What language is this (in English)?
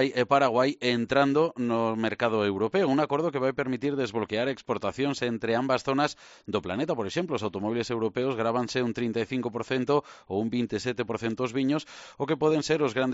Galician